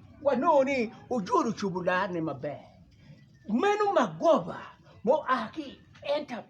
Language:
Acoli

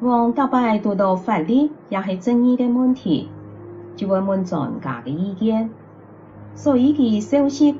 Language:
Hakka Chinese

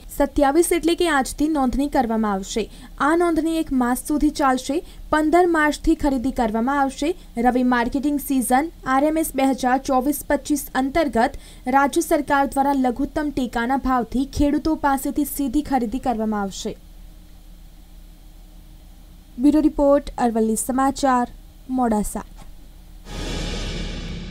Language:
Gujarati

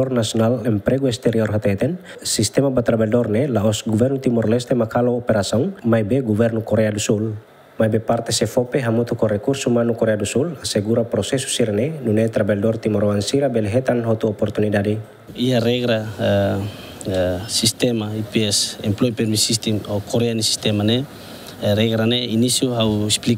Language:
Tetum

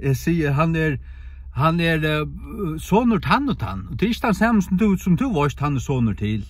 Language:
Faroese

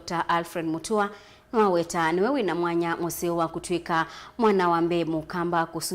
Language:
Kamba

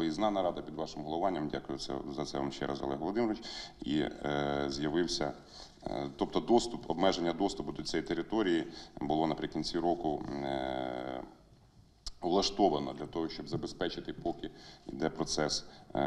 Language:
Ukrainian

